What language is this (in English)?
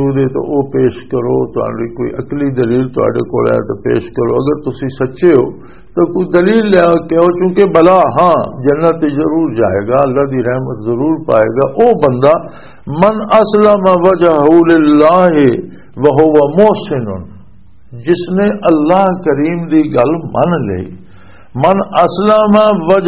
Western Panjabi